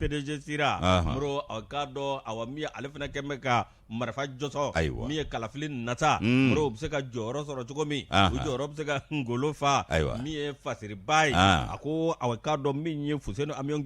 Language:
Bambara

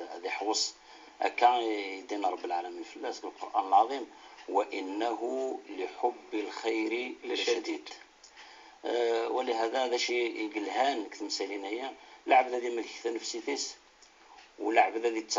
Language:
Kabyle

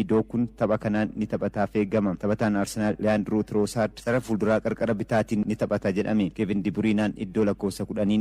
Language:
Oromo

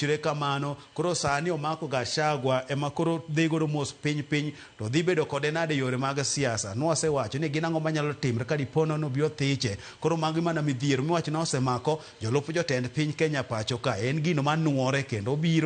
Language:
Luo (Kenya and Tanzania)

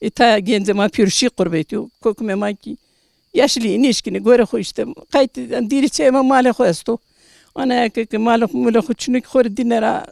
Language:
Zaza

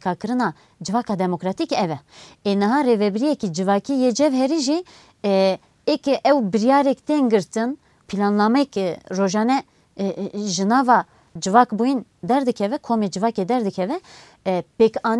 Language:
Kurdish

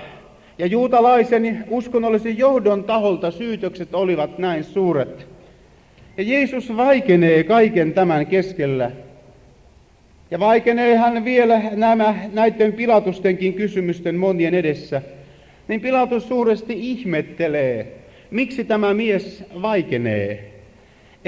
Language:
Finnish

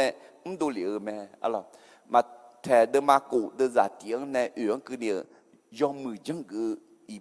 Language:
Akha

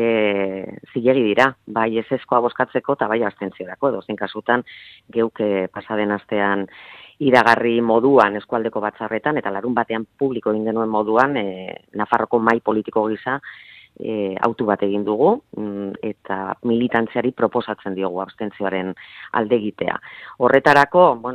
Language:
Basque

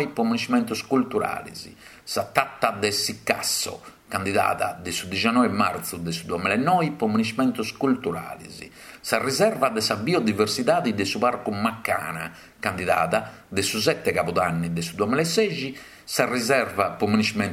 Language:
Sardinian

